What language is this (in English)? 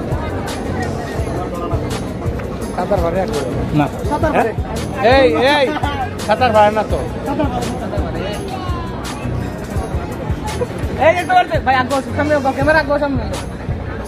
Bangla